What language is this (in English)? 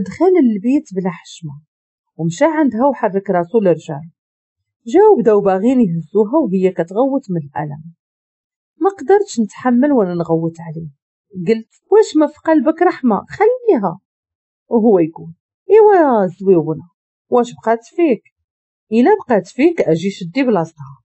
Moroccan Arabic